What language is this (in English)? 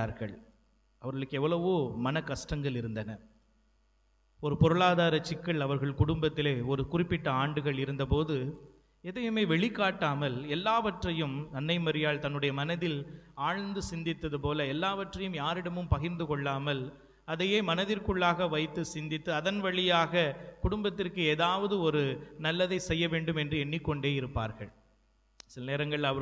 Tamil